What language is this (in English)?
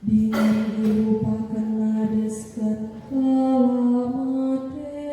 Batak Karo